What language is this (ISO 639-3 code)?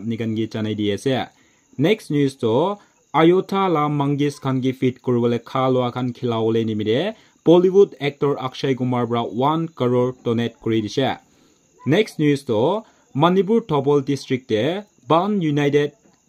nag